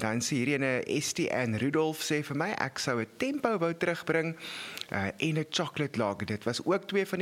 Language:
Afrikaans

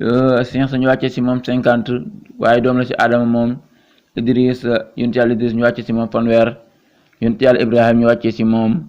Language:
Wolof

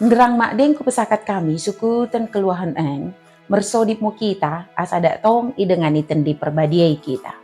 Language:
Batak Dairi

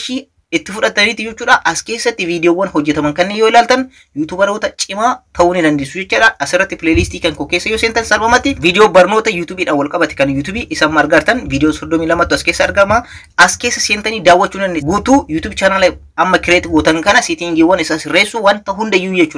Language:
Oromo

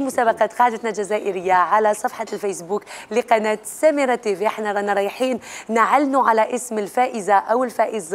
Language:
Algerian Arabic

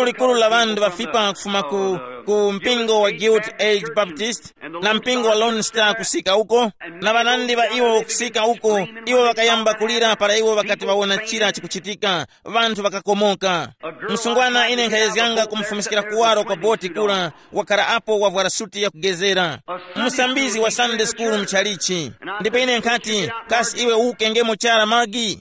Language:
Tumbuka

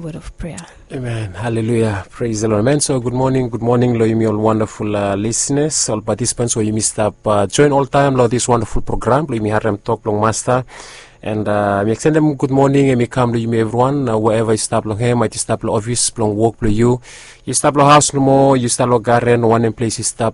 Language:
Bislama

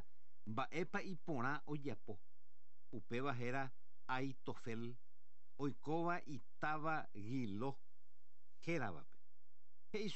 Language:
Guarani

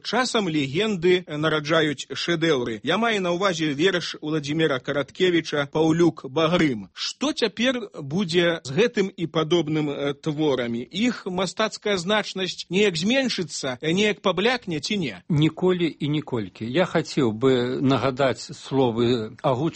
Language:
Belarusian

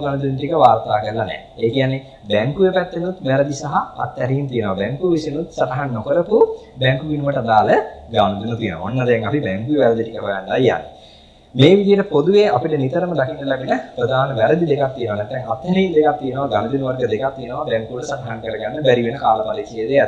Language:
Sinhala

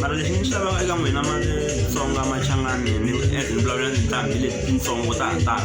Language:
Tsonga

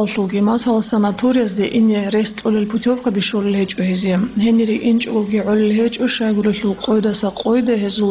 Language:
Avaric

